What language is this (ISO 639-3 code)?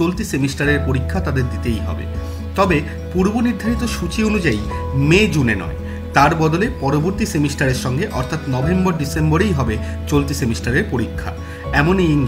ben